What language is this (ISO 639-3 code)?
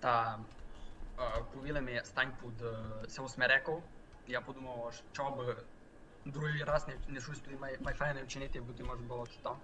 rue